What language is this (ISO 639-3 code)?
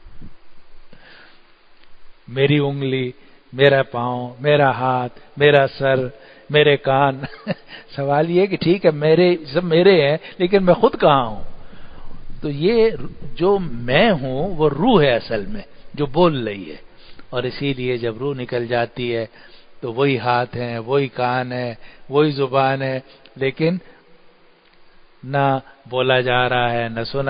urd